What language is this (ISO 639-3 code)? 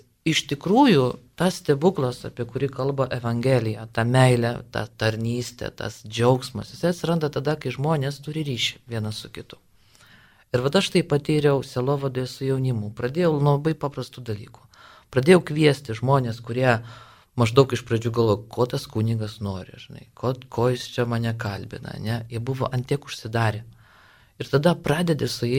lit